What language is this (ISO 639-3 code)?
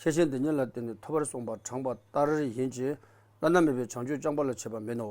bod